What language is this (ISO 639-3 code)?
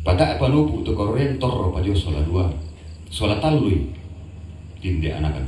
sda